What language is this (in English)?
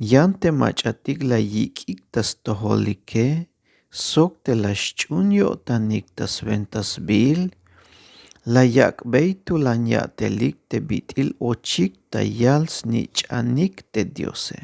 Tzeltal